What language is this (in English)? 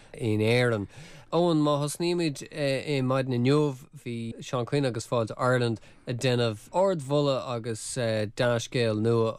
Irish